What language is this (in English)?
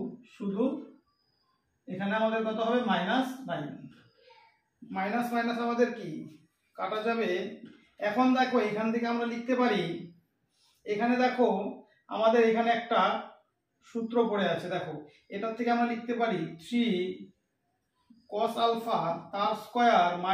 Bangla